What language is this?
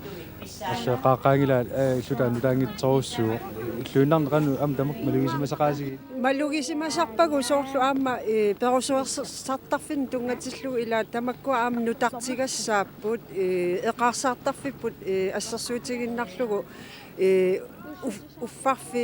Kalaallisut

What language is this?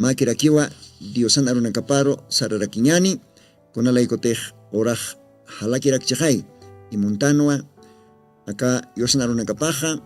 Aymara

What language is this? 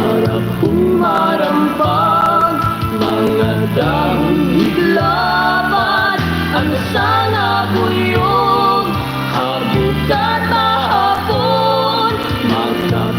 Waray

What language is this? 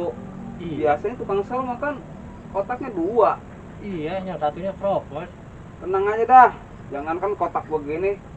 Betawi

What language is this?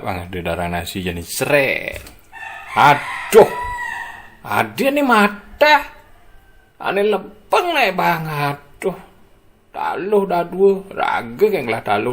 Balinese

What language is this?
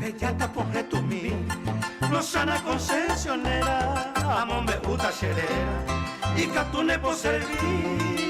Guarani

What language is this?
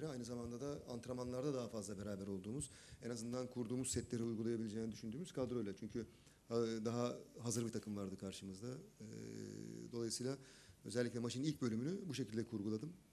Turkish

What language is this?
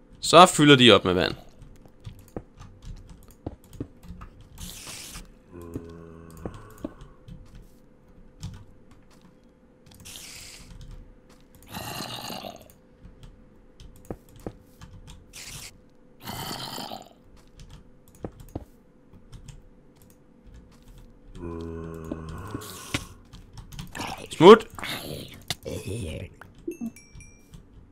Danish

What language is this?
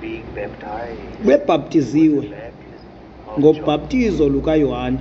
Xhosa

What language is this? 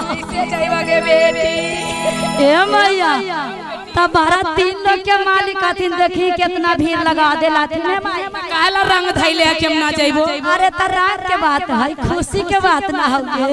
Magahi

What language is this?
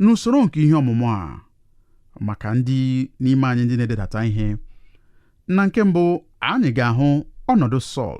Igbo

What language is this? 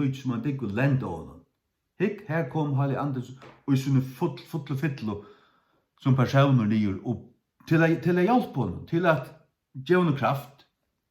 Faroese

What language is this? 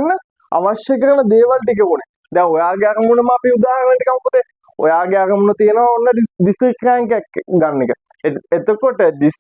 Sinhala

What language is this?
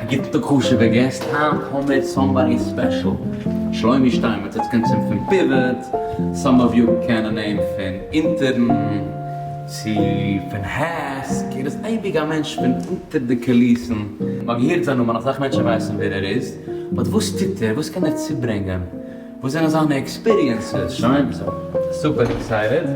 Yiddish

